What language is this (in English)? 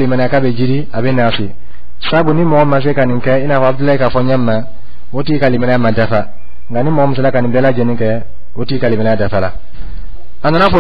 Dyula